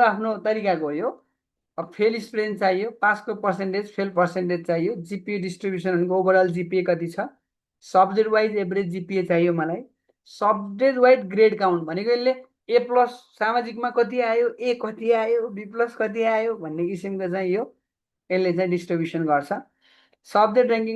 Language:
Nepali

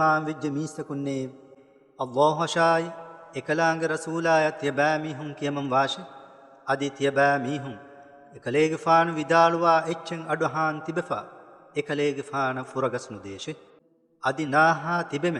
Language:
Divehi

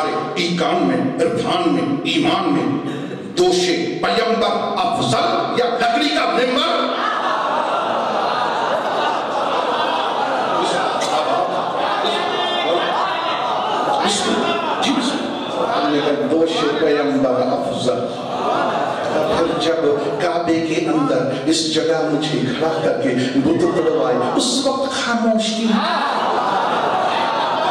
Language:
Urdu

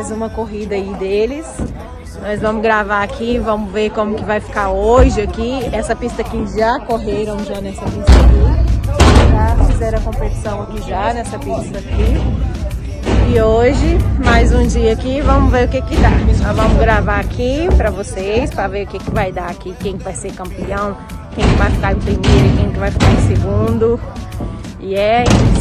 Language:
Portuguese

